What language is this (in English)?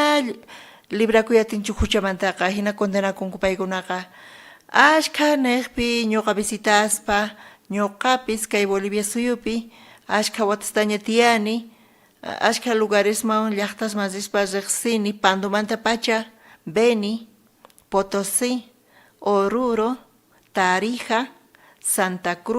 South Bolivian Quechua